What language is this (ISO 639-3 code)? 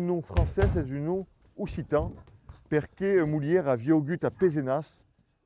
oci